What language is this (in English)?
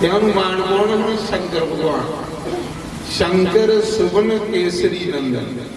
Dogri